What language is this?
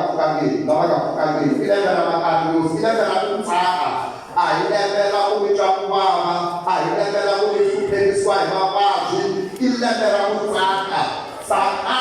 Tsonga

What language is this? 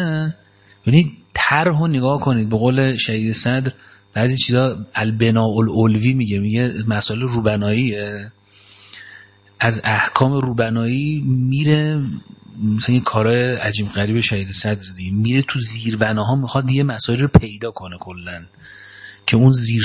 Persian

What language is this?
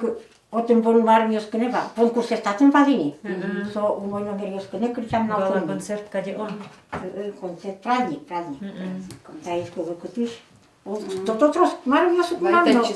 Udmurt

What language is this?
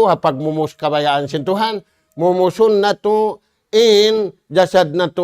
Tausug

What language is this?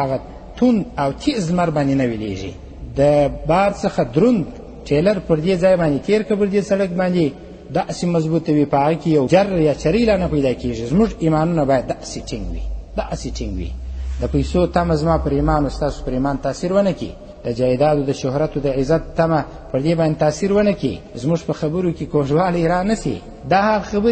Pashto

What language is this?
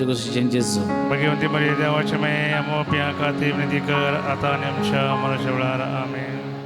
Konkani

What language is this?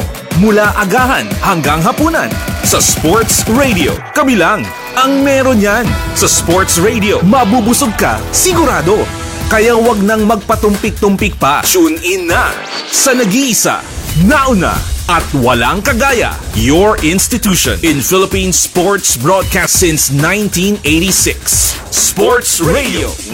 Filipino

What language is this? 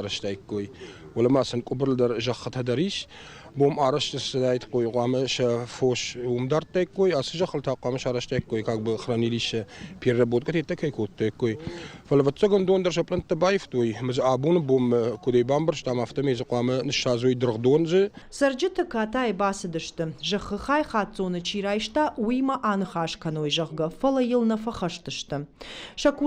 Ossetic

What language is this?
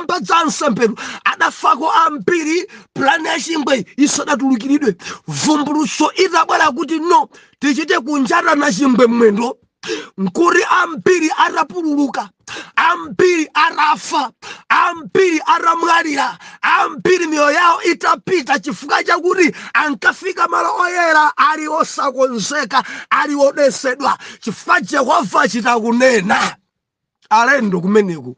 Nyanja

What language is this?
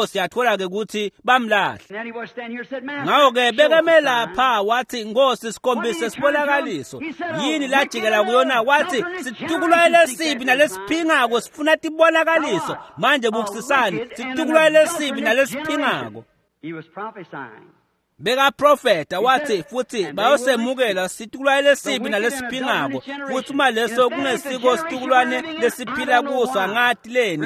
Swati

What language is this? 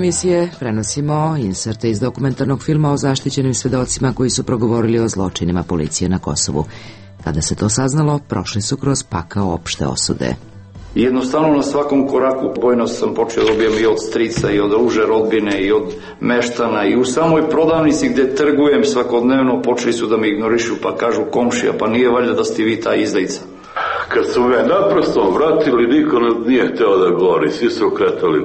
Serbian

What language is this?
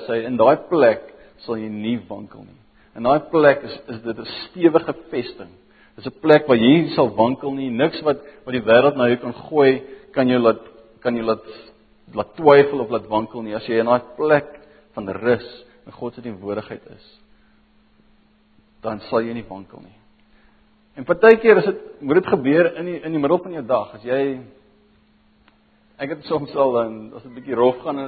Afrikaans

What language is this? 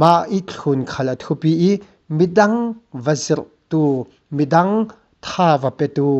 Falam Chin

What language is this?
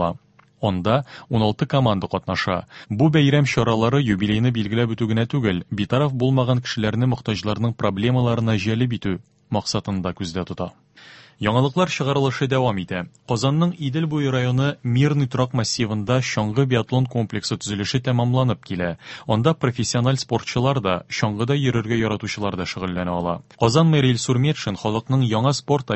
Tatar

